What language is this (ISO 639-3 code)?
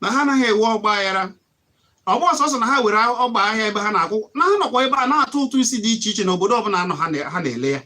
ibo